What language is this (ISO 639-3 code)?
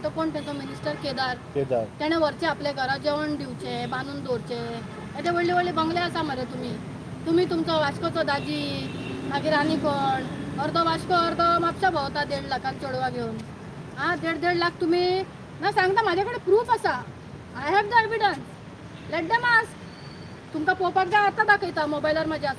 kok